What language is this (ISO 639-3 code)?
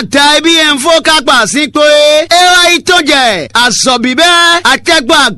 fon